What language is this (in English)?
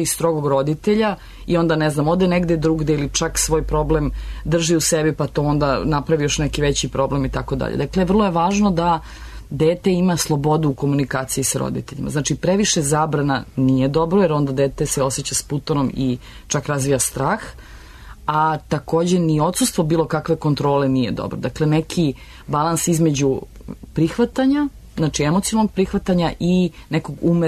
Serbian